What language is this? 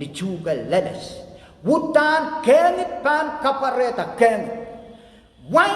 Pohnpeian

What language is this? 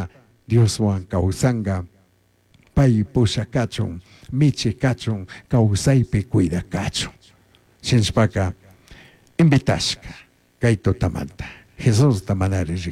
Chimborazo Highland Quichua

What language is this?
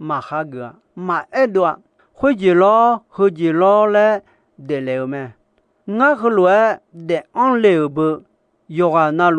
Akha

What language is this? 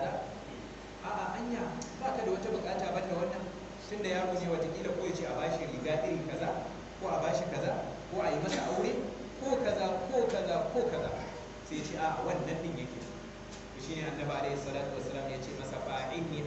Hausa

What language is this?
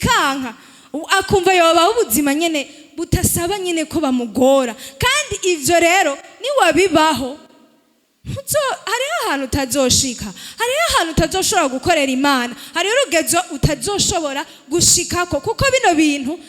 Rundi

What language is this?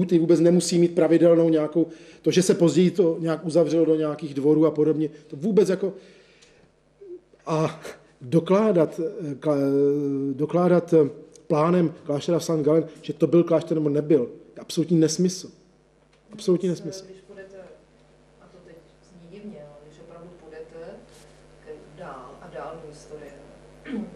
Czech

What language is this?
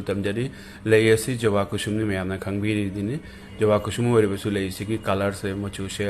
Manipuri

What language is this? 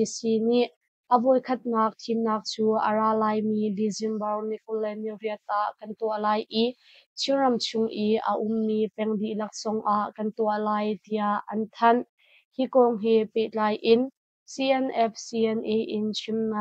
Hakha Chin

